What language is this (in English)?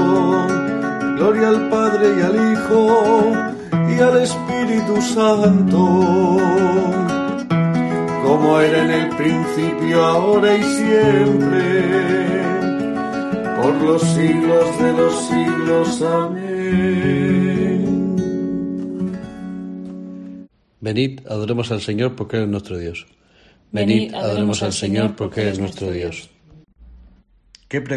Spanish